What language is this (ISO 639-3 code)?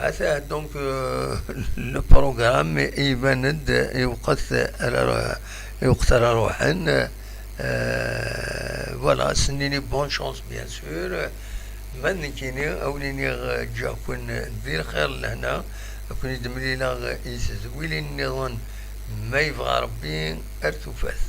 kab